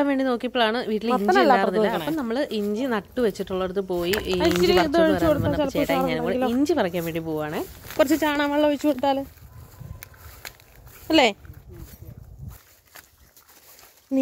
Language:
Malayalam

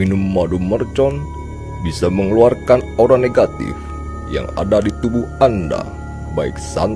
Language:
Indonesian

